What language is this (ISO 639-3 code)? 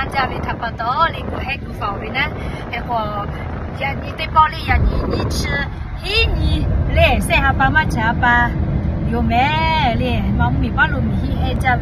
lhu